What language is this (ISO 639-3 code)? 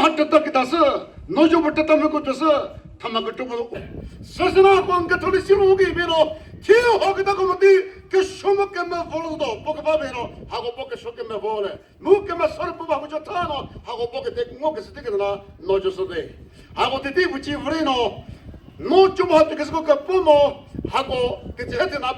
nri